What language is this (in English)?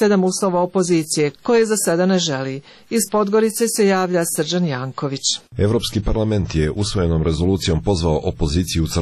Croatian